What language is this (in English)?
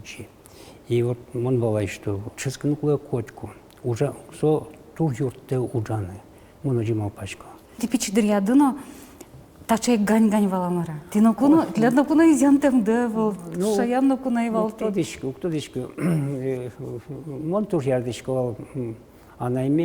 Udmurt